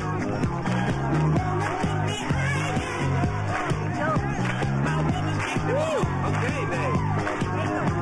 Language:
Bhojpuri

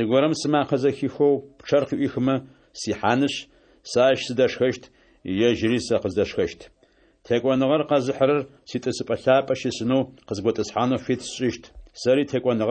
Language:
Adyghe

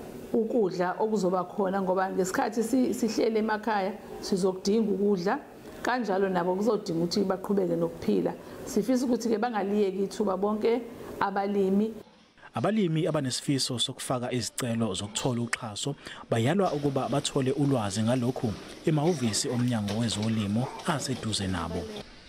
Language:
Zulu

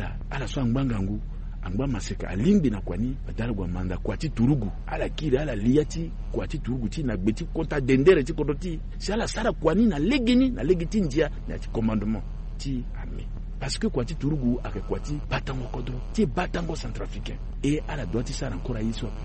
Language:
Sango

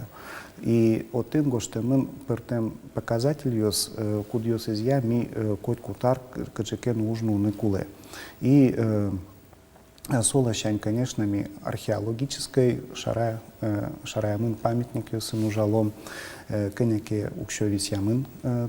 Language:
Udmurt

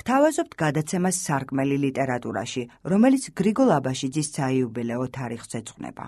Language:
Georgian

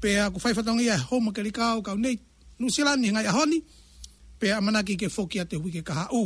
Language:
Tongan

